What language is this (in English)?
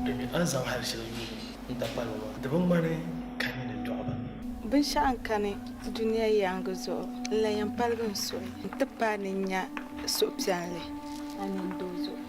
Dagbani